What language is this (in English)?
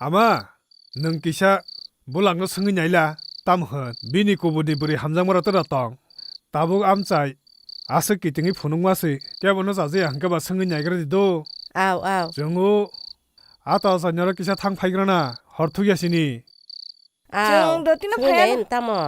Kok Borok